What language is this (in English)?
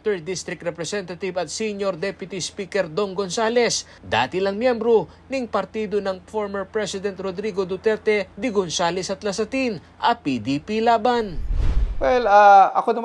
Pampanga